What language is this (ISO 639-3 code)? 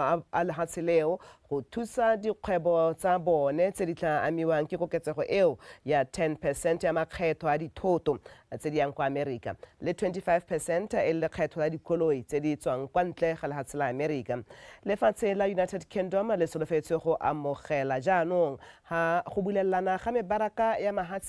tsn